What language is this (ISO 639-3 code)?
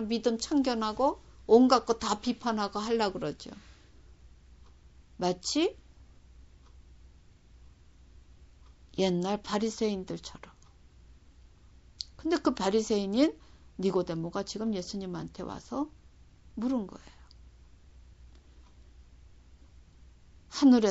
kor